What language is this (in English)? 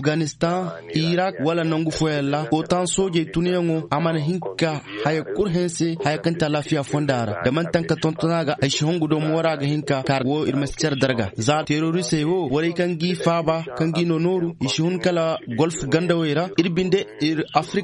Zarma